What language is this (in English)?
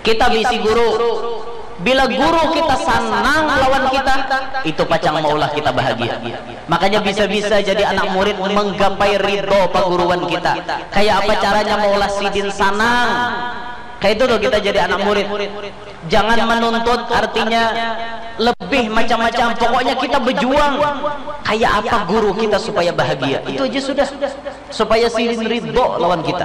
Banjar